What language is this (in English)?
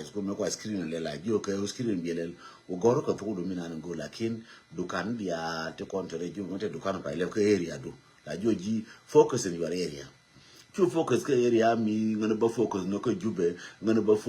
Nuer